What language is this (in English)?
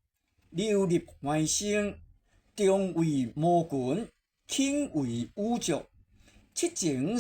Min Nan Chinese